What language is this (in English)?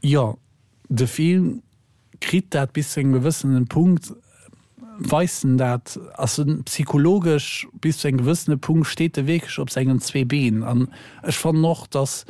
Luxembourgish